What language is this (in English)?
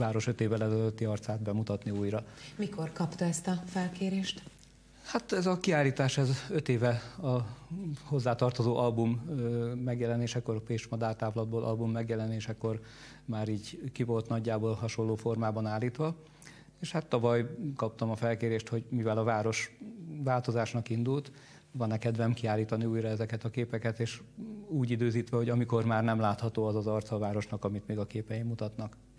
Hungarian